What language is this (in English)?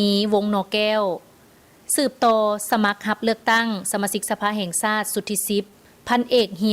Lao